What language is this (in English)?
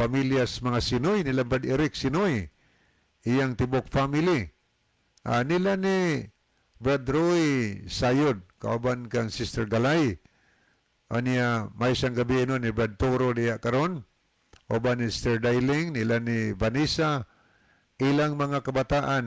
Cebuano